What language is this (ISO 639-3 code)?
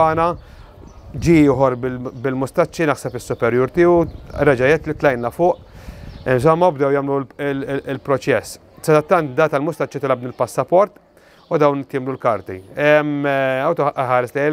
mlt